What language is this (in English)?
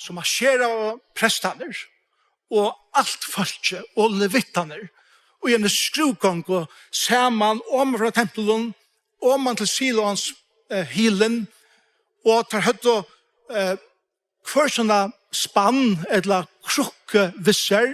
Faroese